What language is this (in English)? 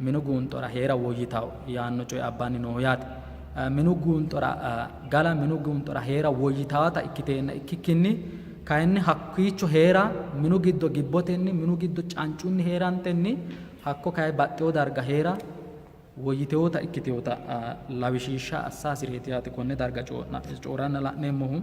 Sidamo